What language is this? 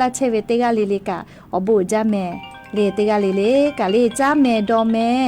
Lahu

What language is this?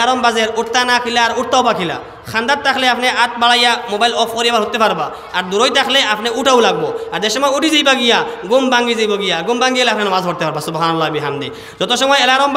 Sylheti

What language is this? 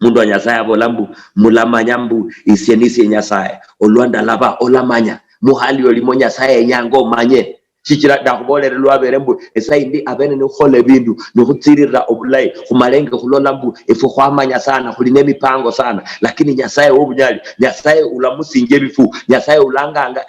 Luyia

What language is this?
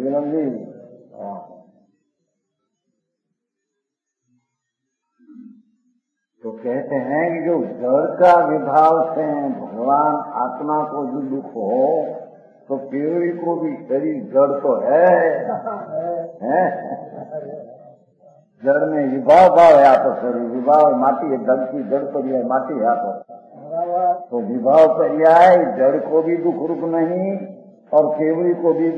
Hindi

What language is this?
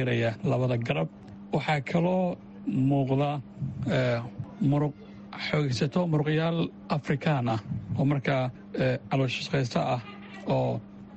Somali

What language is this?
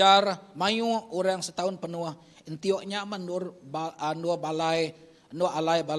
Iban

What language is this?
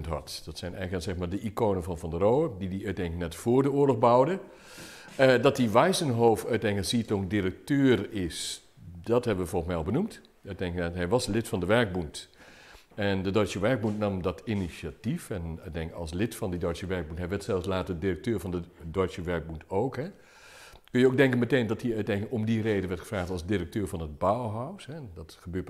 Dutch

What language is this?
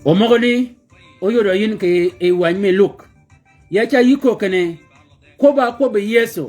Shilluk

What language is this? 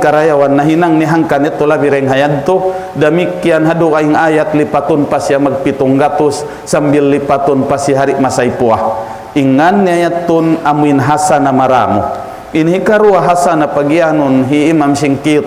Tausug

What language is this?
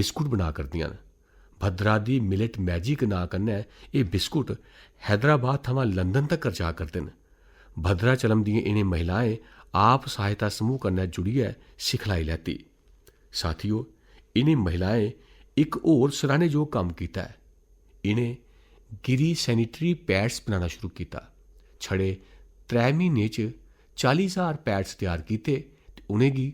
Dogri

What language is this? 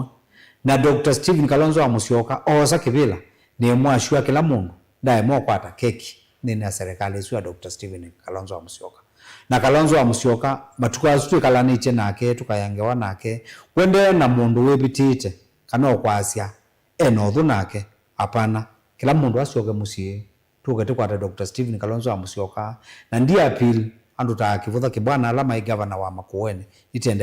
Kamba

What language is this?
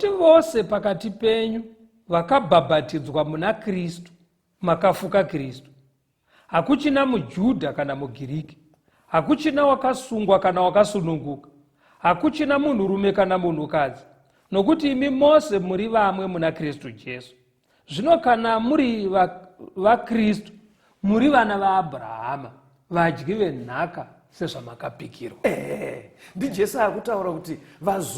Shona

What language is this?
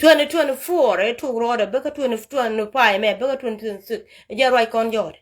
Nuer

